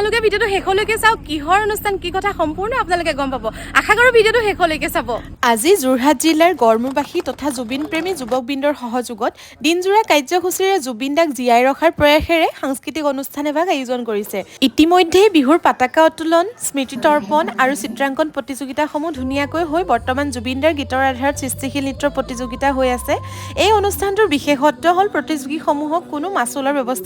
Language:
Assamese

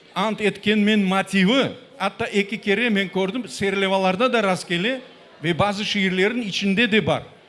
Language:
Crimean Tatar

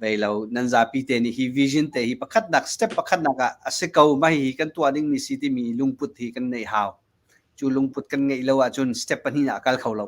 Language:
Hakha Chin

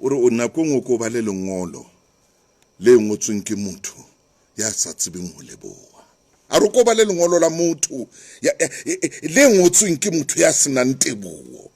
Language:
Southern Sotho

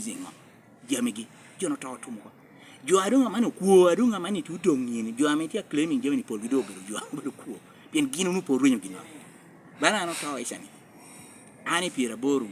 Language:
Lango (Uganda)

